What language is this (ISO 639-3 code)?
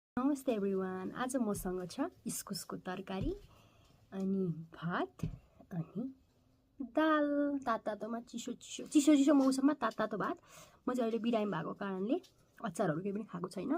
nep